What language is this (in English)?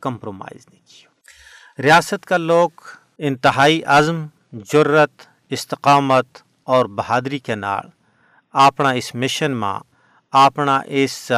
Gujari